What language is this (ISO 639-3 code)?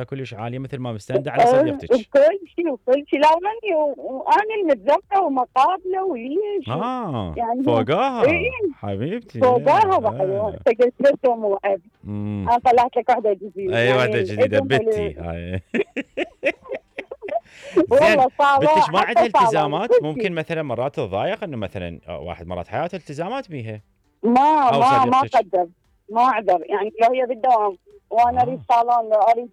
acm